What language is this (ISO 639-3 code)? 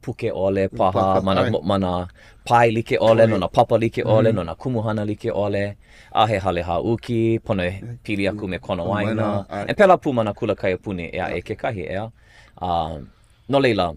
haw